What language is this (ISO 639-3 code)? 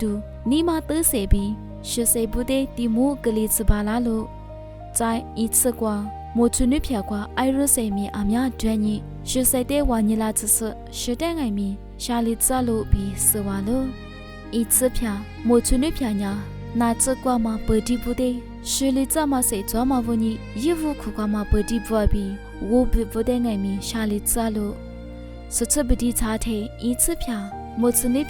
lis